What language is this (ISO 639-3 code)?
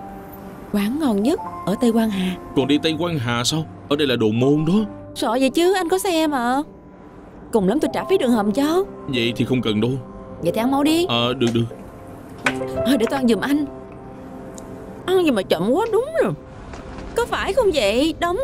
vie